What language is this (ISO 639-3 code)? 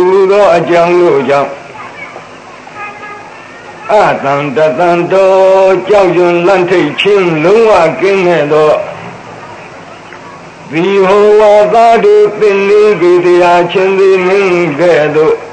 mya